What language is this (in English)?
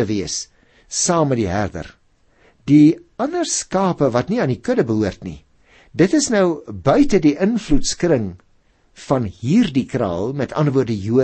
Afrikaans